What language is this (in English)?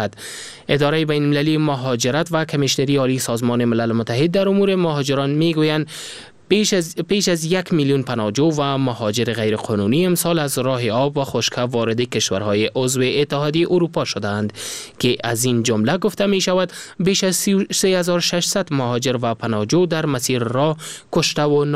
Persian